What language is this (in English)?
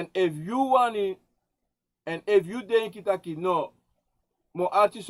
Sranan Tongo